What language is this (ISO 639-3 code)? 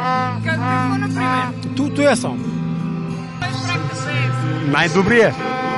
bul